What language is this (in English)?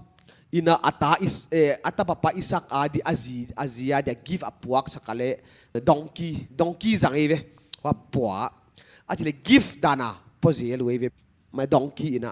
Paite Chin